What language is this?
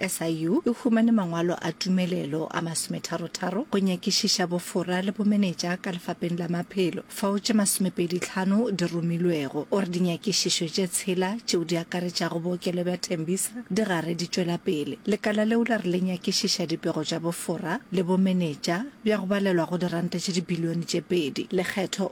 Northern Sotho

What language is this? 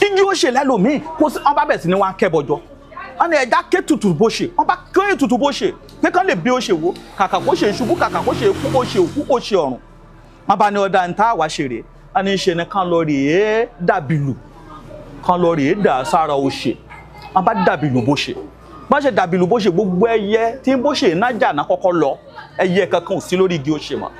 Yoruba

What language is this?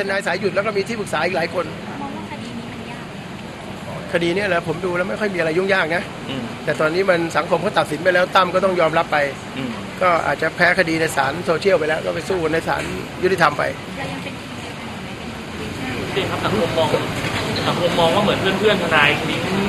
Thai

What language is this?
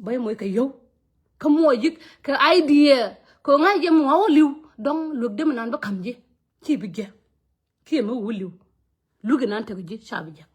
Nuer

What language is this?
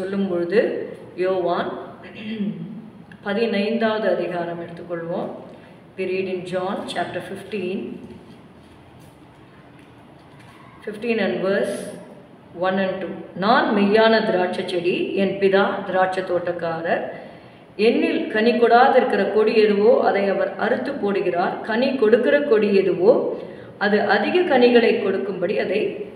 Tamil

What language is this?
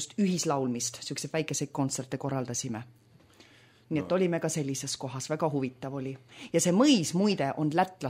Estonian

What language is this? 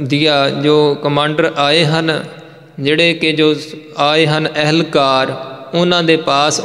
Punjabi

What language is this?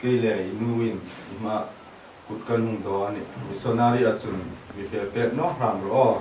Hmar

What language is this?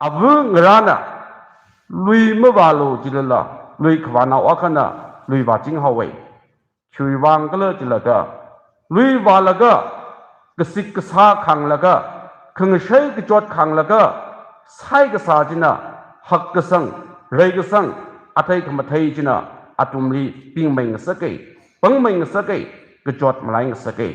Tangkhul Naga (India)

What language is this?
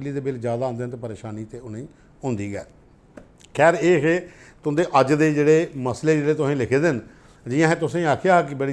Dogri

